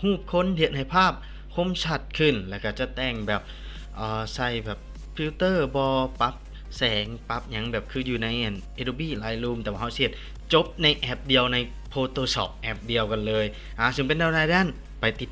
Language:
Lao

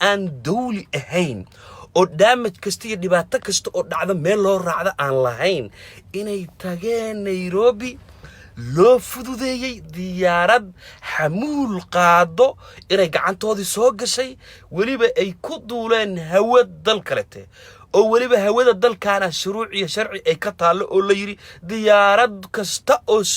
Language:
Somali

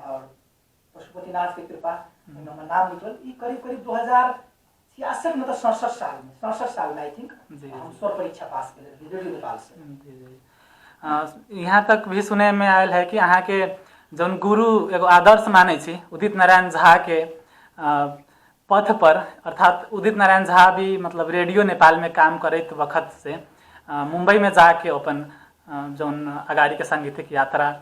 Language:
Maithili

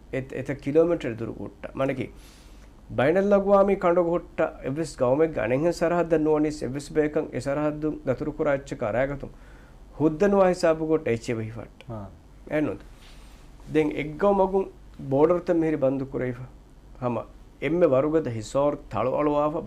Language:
Divehi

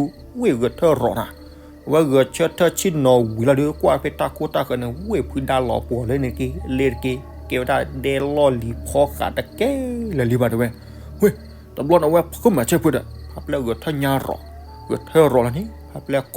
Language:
S'gaw Karen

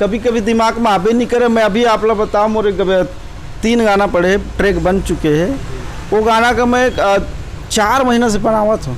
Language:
Chhattisgarhi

